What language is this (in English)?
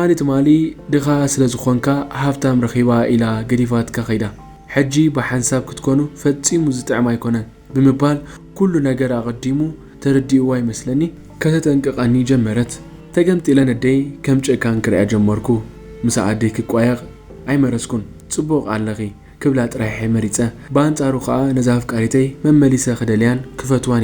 Tigrinya